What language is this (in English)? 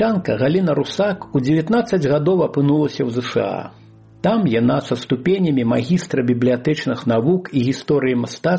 Belarusian